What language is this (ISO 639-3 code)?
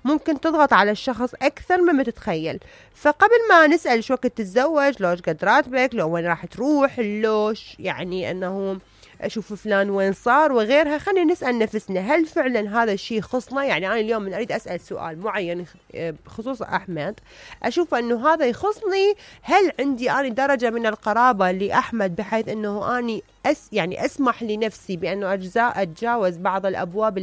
acm